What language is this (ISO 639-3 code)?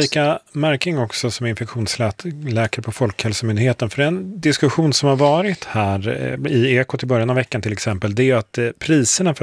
swe